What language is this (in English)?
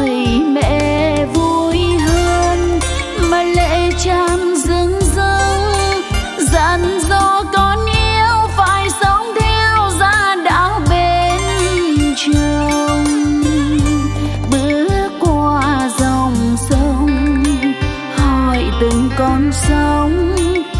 Vietnamese